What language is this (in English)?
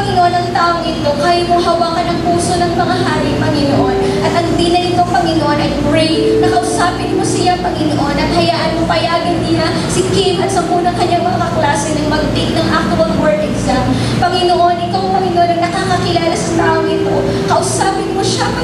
Filipino